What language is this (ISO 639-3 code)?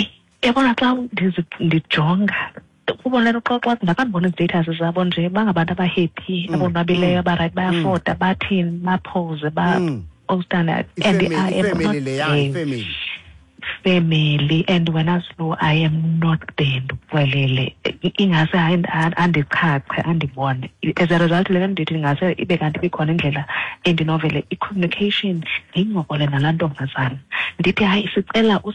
xho